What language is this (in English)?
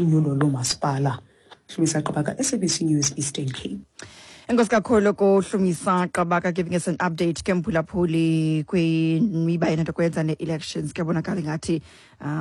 Xhosa